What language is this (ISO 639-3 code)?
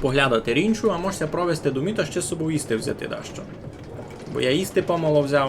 rue